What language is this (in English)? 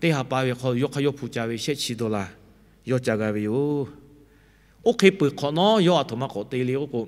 Lahu